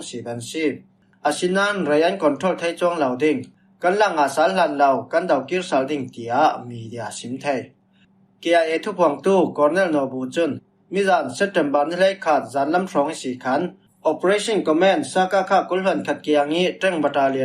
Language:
Falam Chin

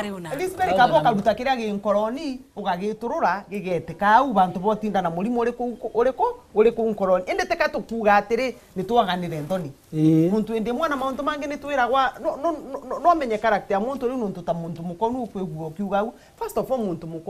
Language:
Meru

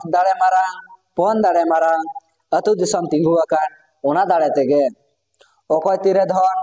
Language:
Santali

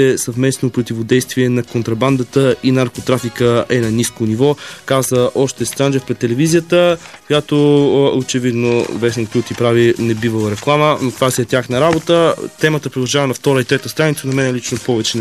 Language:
Bulgarian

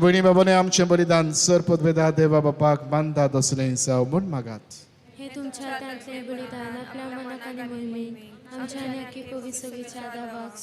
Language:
Konkani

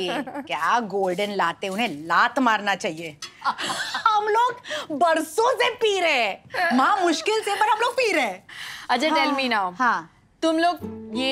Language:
Hindi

